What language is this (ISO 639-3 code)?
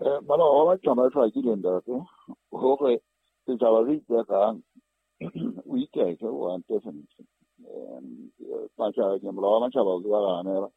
sot